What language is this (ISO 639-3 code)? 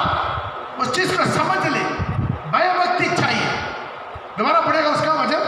hin